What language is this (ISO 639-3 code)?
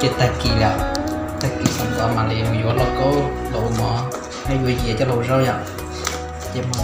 hmn